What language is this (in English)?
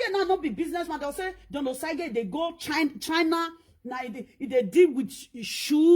Nigerian Pidgin